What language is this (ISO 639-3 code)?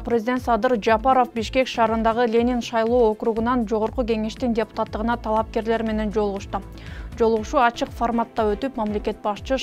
kir